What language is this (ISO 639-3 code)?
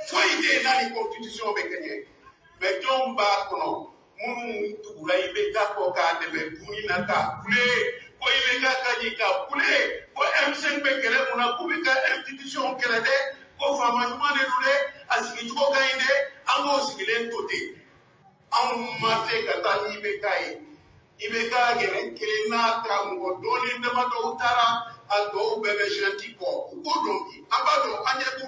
bam